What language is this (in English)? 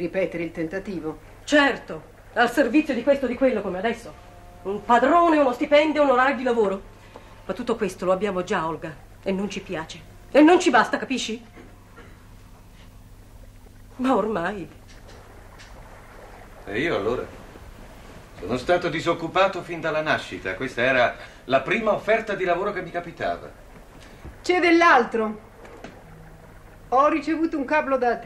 Italian